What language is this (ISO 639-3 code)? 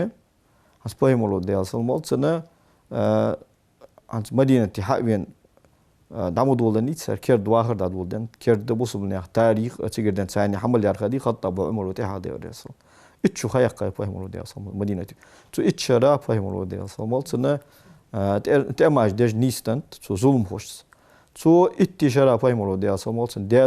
inh